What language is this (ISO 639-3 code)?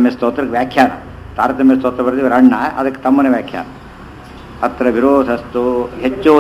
kan